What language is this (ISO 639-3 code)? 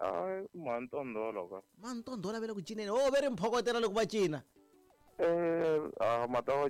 tso